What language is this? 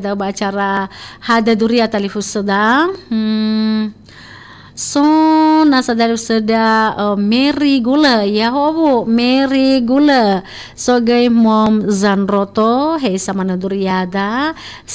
Nias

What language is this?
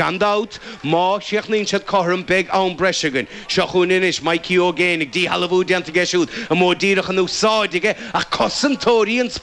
Irish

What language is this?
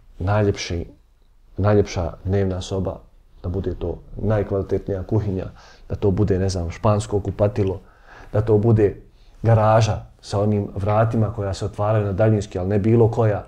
Bosnian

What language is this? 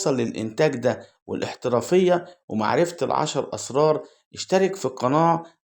Egyptian Arabic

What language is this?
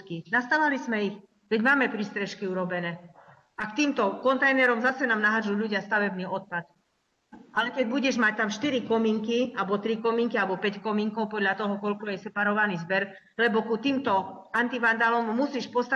Slovak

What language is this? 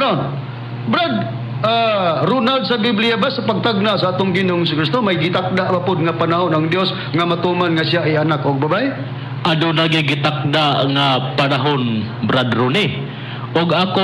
Cebuano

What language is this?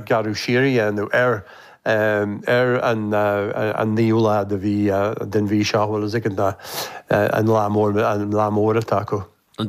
Irish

